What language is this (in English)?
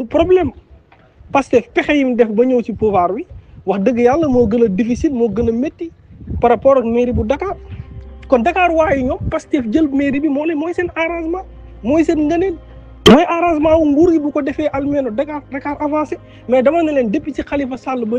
Wolof